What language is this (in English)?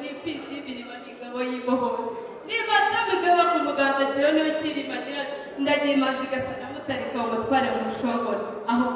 Kinyarwanda